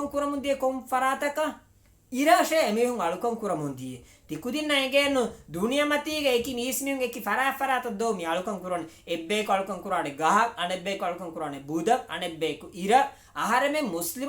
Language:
Divehi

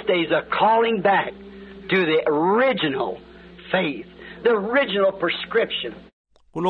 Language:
Xhosa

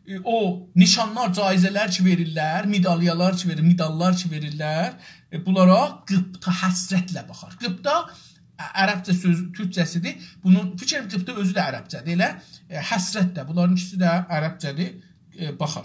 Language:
South Azerbaijani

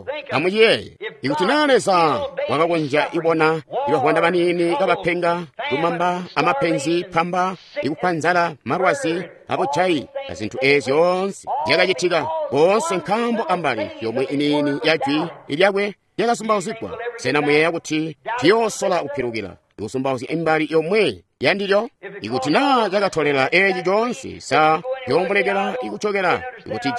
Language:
Tonga (Zambia)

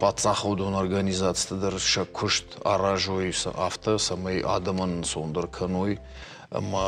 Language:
Ossetic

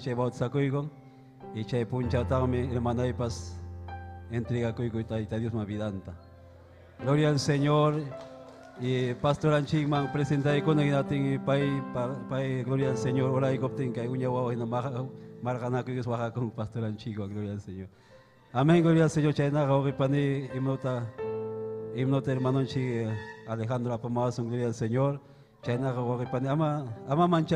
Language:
Ayacucho Quechua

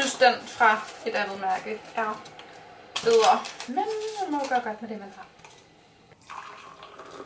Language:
Danish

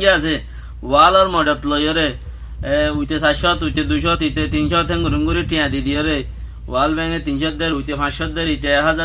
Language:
Rohingya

